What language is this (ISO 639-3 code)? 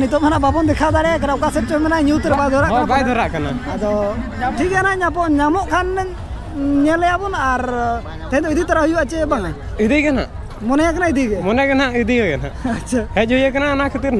sat